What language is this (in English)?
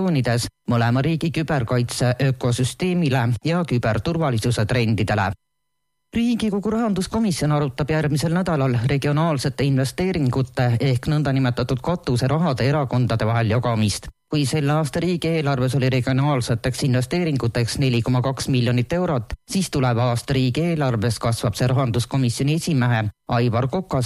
Estonian